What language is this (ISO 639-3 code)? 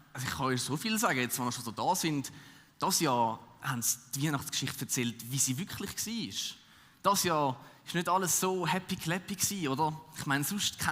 gsw